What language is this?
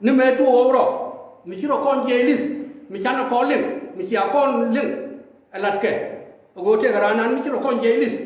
Nuer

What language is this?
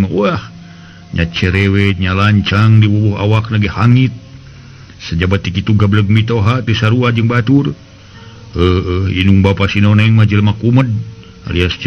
Sundanese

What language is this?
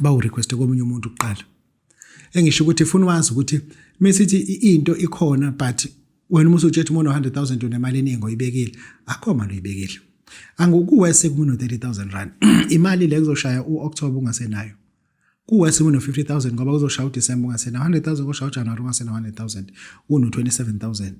Zulu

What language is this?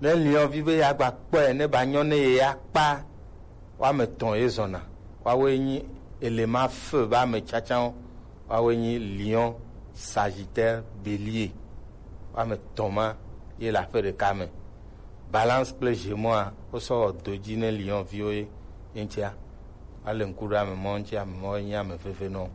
Gen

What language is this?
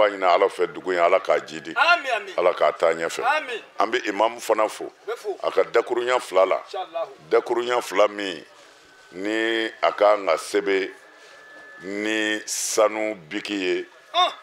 Bambara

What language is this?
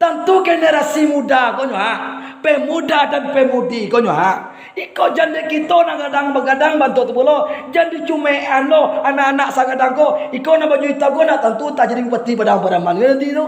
Minangkabau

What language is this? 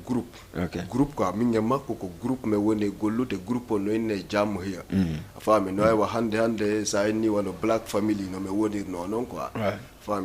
Fula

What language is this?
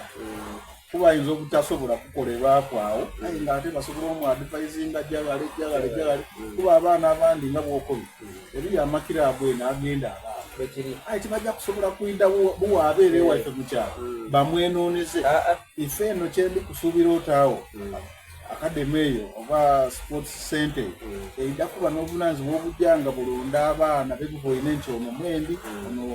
Soga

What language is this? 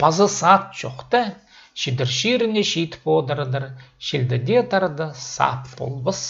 Khakas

